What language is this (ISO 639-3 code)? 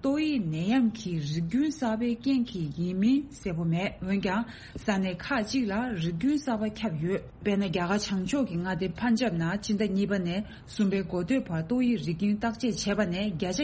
bod